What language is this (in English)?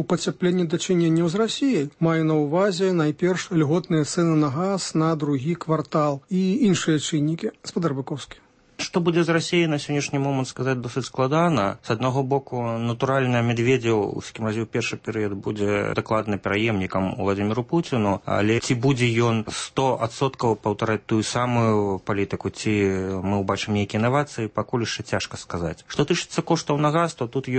Belarusian